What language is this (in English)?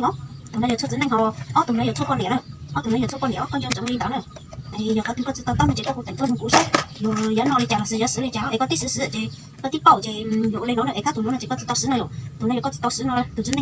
Hmong